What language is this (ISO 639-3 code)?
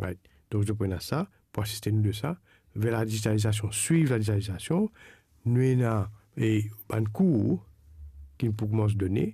mfe